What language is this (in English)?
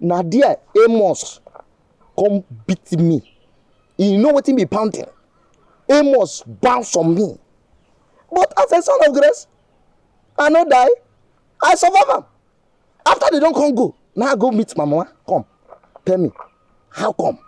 Nigerian Pidgin